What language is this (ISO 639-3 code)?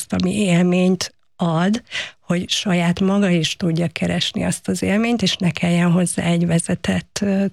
hun